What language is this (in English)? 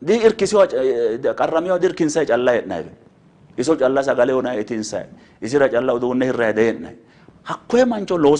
Sidamo